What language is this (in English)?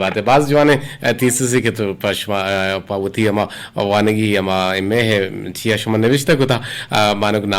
Eastern Balochi